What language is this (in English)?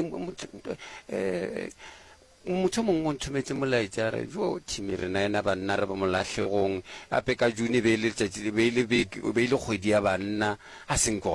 Northern Sotho